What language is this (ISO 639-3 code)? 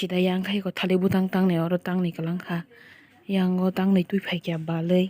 trp